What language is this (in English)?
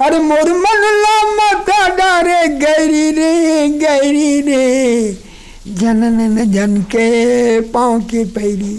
Chhattisgarhi